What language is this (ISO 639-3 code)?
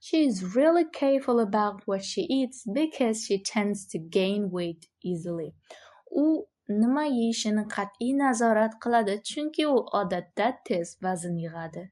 uzb